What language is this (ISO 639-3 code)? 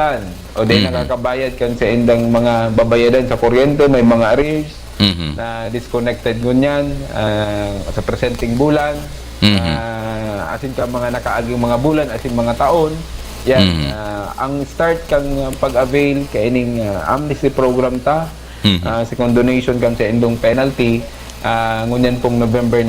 bik